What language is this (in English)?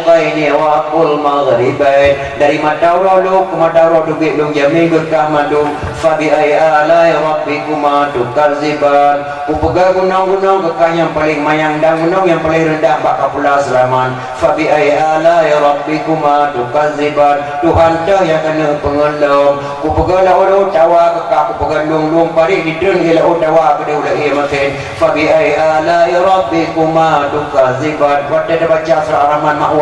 Achinese